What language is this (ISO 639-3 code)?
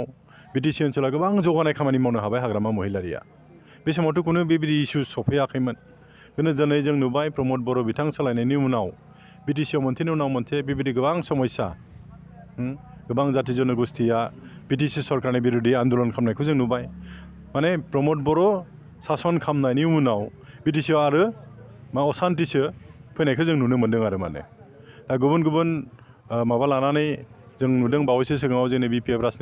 brx